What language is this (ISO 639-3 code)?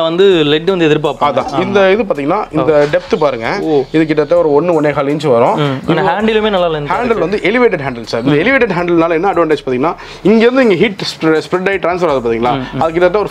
tam